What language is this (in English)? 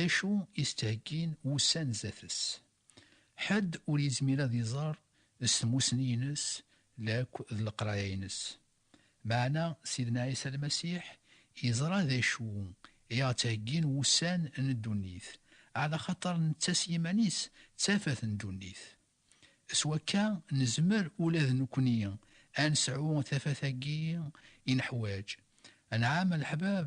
Kabyle